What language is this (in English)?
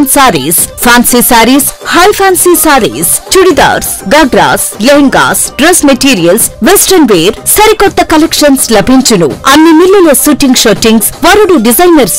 Telugu